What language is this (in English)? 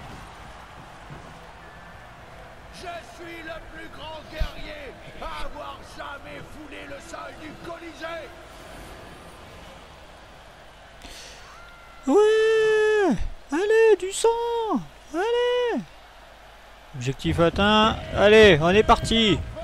French